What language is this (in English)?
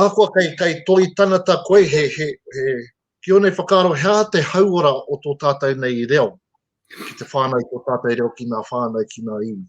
Māori